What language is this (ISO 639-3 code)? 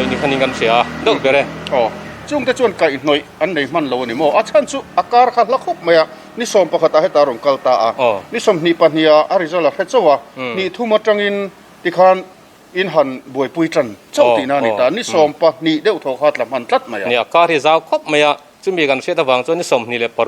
lus